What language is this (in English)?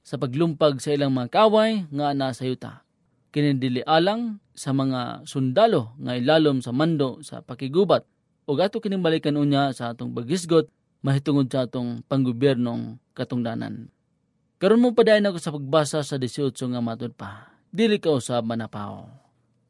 Cebuano